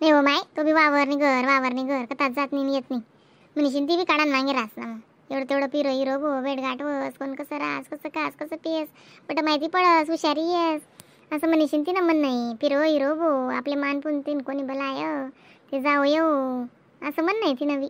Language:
Khandesi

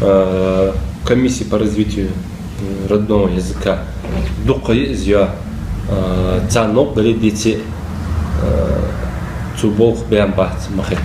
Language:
Ingush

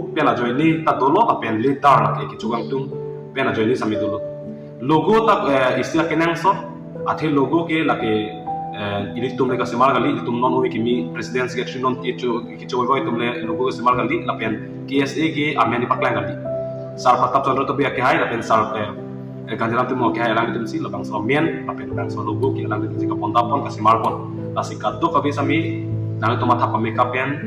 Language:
Karbi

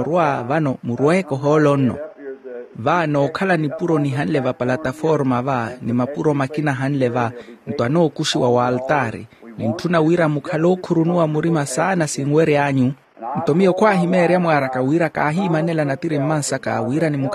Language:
Makhuwa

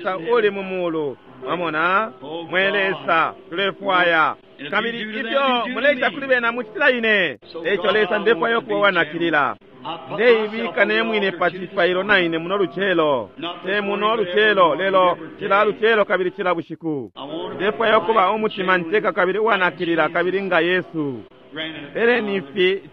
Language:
Bemba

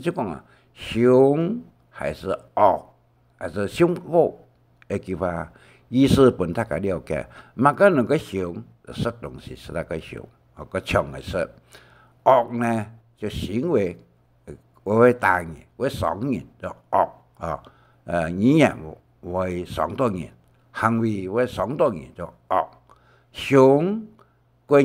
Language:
Hakka Chinese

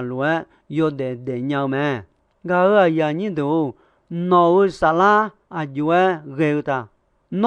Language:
Akha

